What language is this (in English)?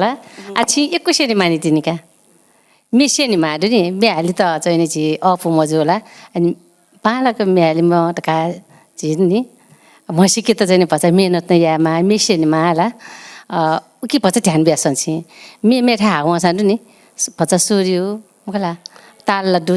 Newari